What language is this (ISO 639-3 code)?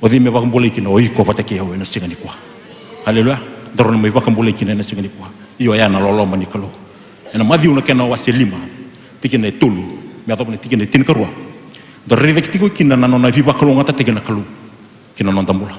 fij